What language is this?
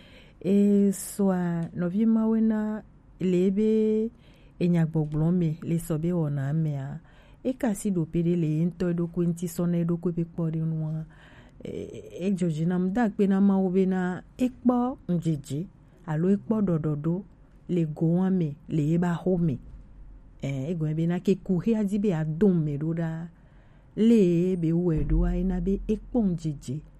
Gen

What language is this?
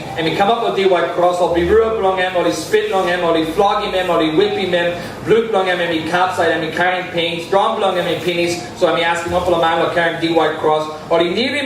Tok Pisin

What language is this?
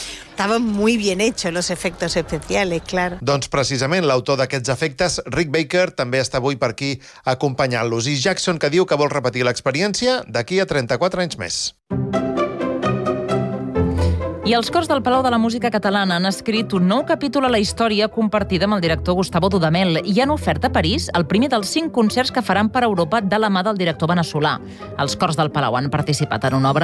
Catalan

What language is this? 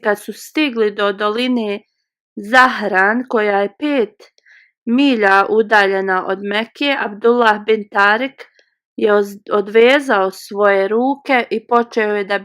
Bosnian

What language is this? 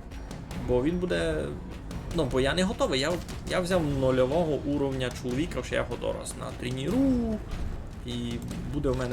Rusyn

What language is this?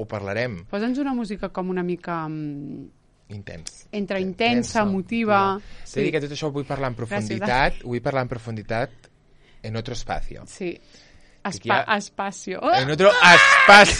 Catalan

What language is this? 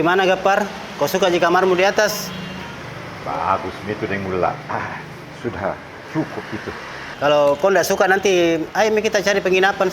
Makassar Malay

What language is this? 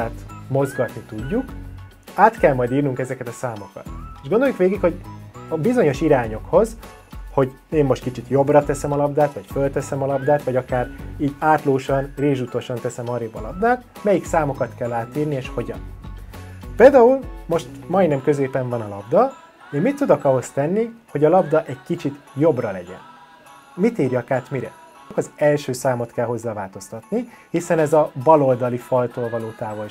Hungarian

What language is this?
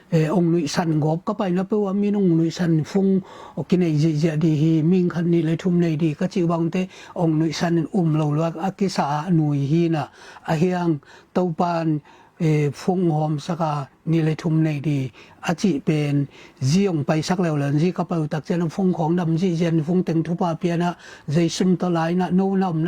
Tedim Chin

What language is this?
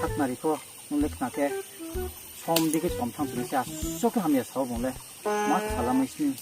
Riang (India)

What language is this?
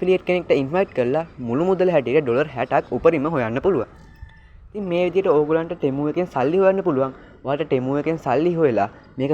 Sinhala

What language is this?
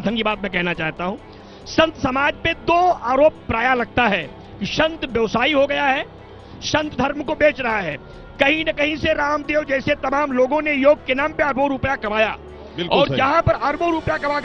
Hindi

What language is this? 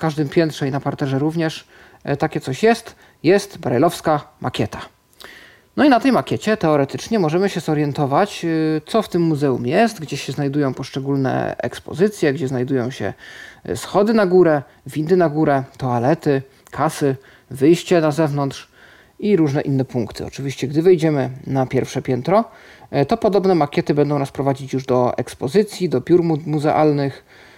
Polish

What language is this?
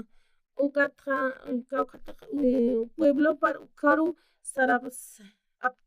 Aymara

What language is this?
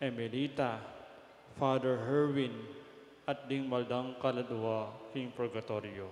Pampanga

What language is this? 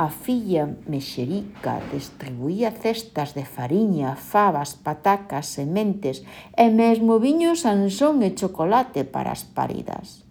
Galician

